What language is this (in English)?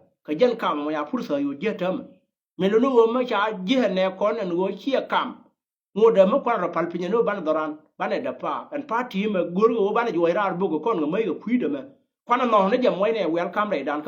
Nuer